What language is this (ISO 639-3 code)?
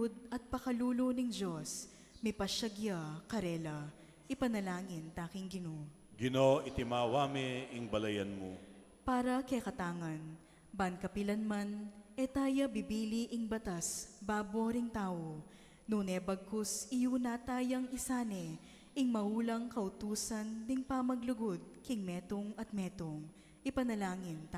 pam